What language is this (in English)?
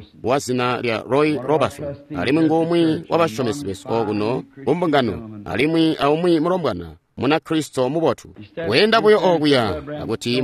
Tonga (Zambia)